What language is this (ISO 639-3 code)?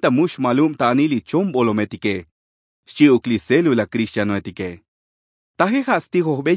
tzo